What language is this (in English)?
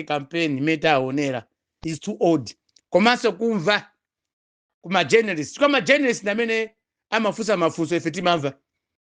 Nyanja